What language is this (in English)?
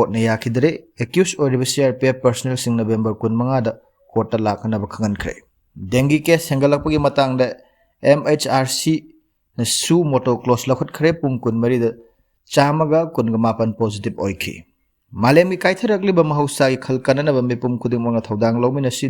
Manipuri